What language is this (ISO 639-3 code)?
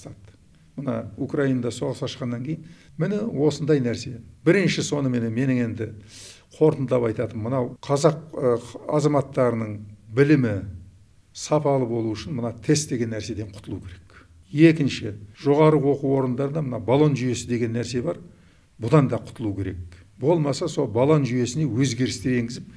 kaz